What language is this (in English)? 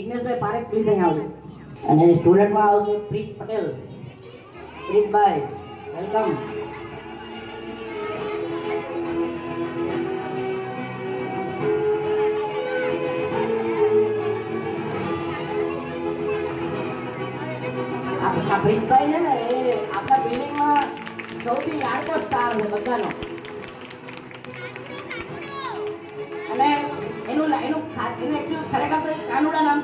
Gujarati